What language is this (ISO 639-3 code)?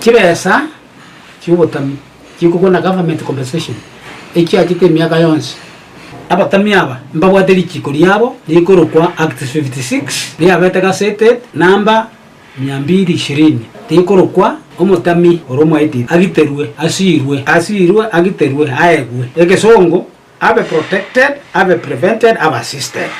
guz